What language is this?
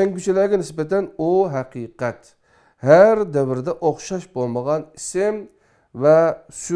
Uyghur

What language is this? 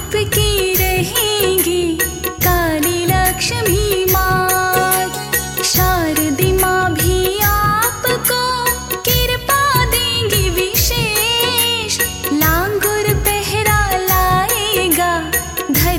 Hindi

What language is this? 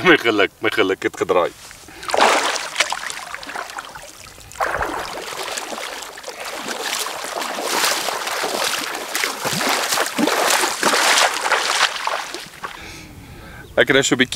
Afrikaans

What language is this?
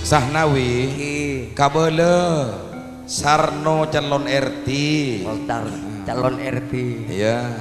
Madurese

